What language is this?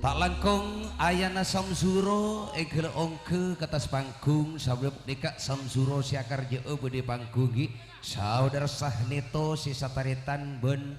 Madurese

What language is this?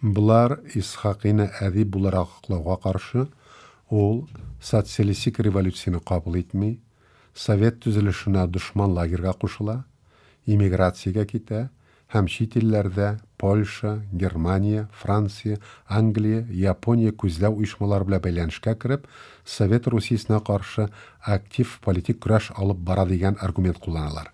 Tatar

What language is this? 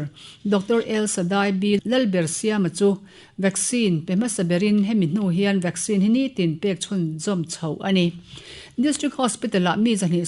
Mizo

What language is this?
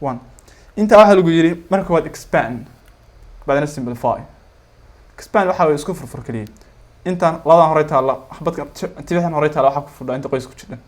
Somali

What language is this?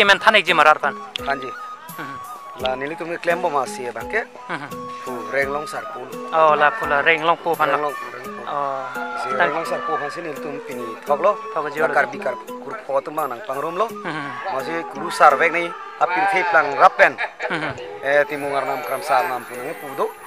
Karbi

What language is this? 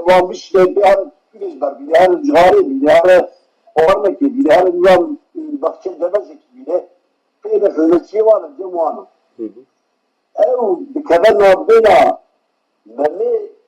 Kurdish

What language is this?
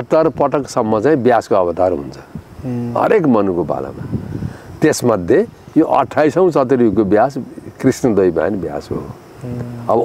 Nepali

